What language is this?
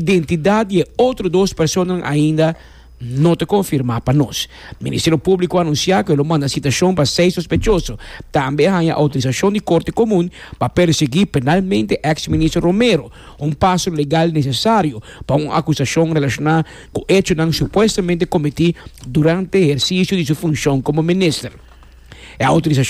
Papiamento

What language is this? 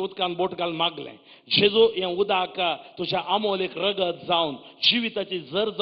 Konkani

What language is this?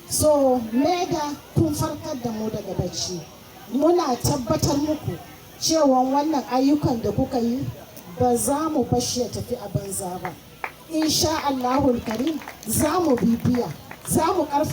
Hausa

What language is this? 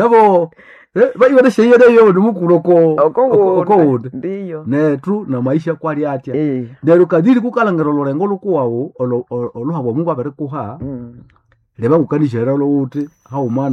Nande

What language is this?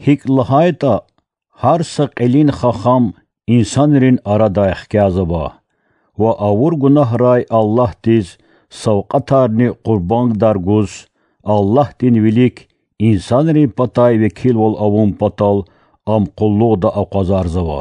Lezghian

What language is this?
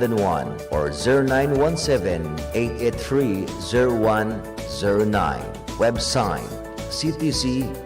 Bikol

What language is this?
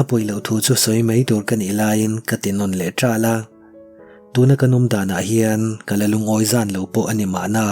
Mizo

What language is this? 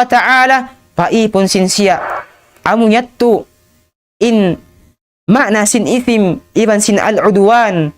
Tausug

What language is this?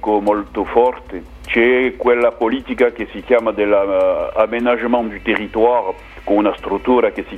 Italian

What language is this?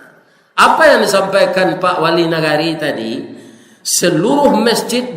Minangkabau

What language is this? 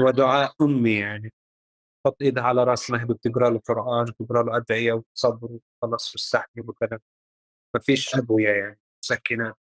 North Levantine Arabic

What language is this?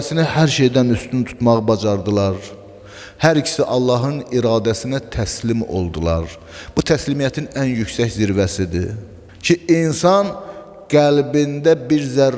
Azerbaijani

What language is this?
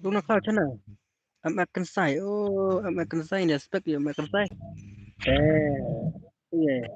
Khasi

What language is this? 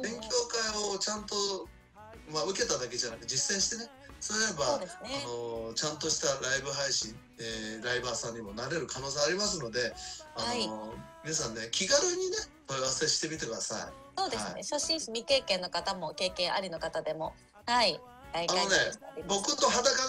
Japanese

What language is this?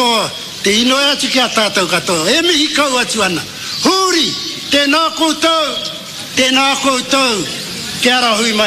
Māori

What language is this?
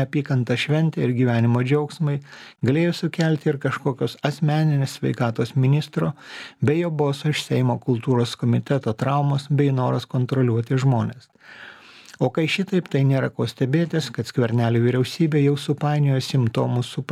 Lithuanian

